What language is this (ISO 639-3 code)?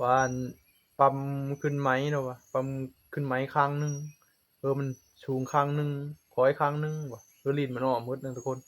tts